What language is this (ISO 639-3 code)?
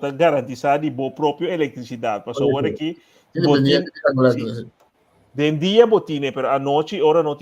pap